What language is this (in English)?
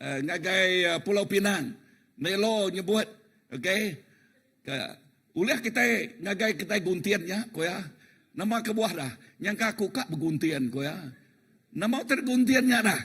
Iban